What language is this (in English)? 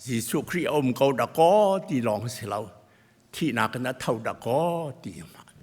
Hakha Chin